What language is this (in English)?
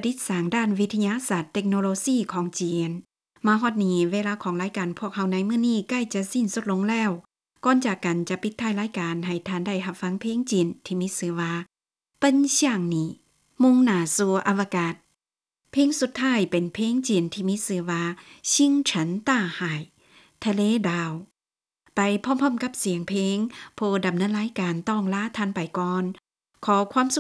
Lao